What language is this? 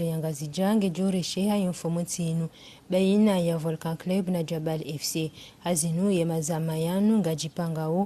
Ngazidja Comorian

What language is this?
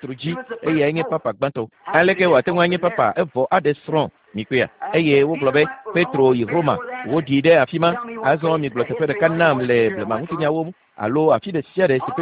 Ewe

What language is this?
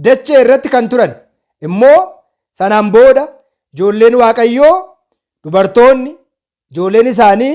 Oromo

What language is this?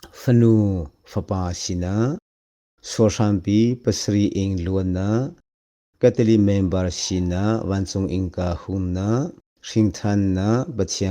Hakha Chin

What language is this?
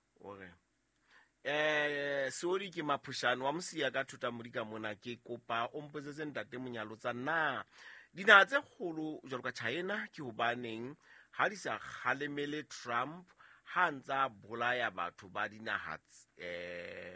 Southern Sotho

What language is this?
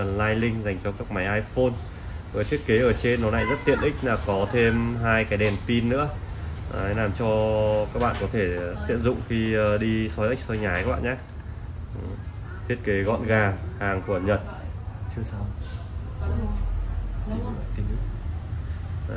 Vietnamese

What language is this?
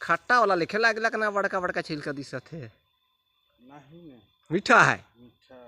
Sadri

